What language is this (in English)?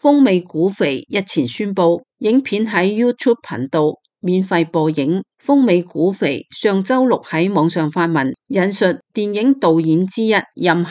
Cantonese